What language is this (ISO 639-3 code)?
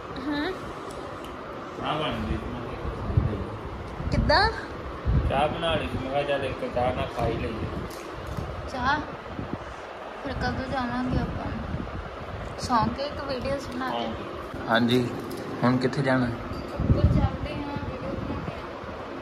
pan